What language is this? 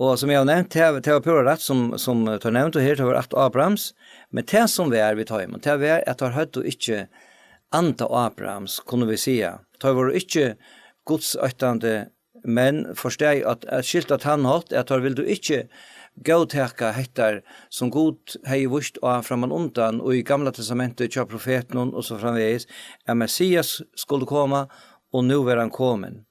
Faroese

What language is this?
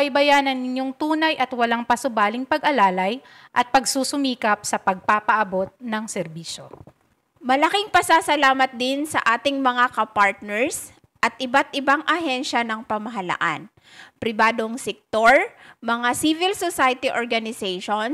Filipino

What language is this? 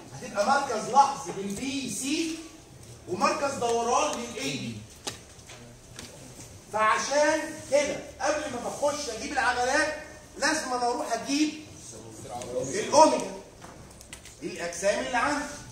Egyptian Arabic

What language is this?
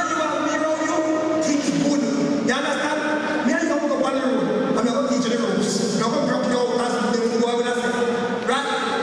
Jamaican Creole English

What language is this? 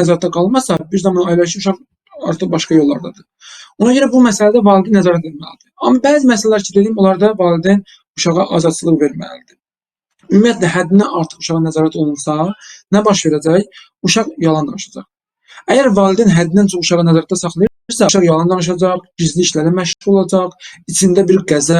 Azerbaijani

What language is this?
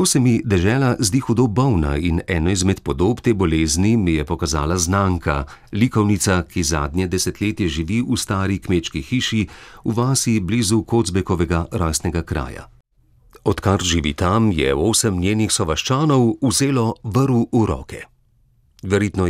Slovenian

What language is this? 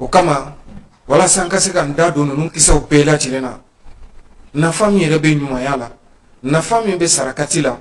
Bambara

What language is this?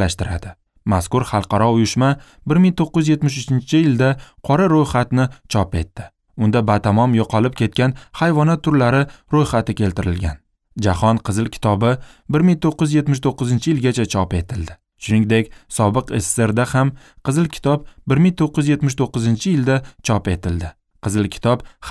Uzbek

